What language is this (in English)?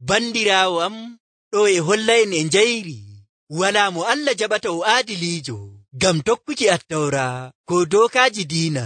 Nigerian Fulfulde